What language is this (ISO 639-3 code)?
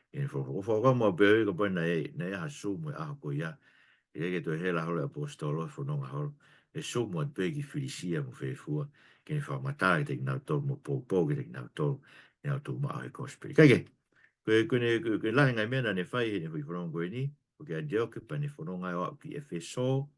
ton